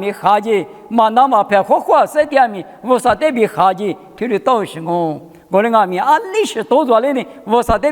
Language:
Lisu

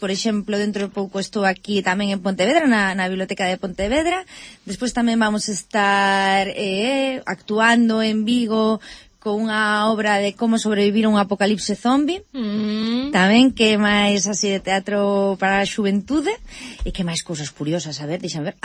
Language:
Galician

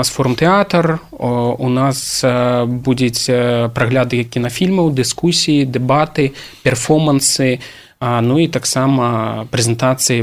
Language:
Belarusian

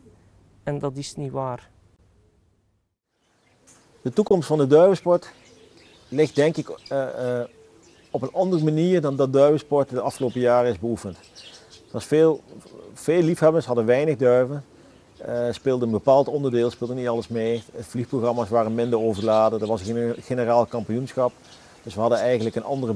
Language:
Dutch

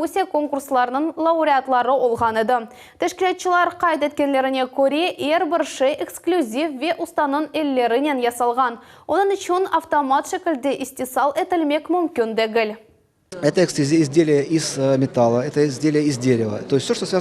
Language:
Crimean Tatar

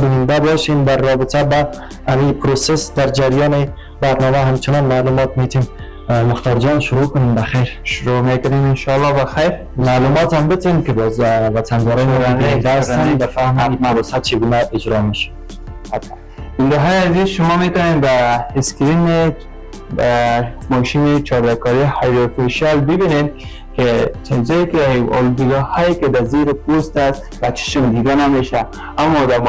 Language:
Persian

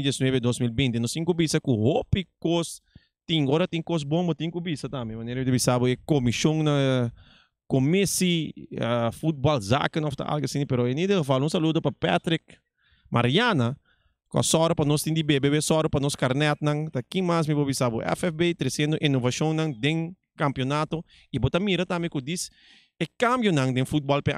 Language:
Papiamento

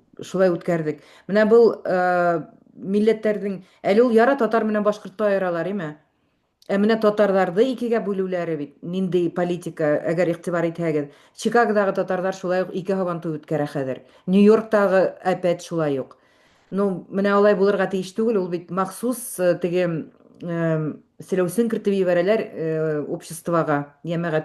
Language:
Bashkir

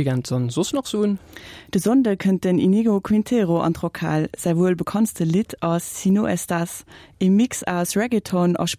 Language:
Luxembourgish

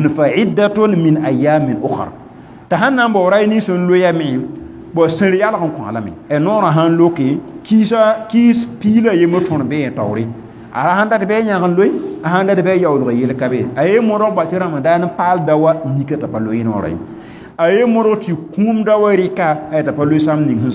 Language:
Mossi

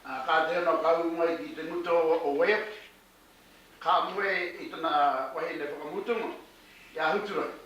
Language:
Māori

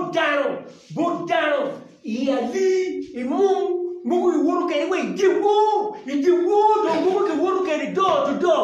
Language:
Acoli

